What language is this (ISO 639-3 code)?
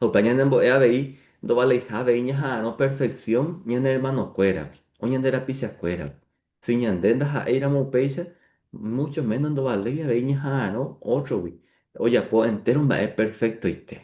grn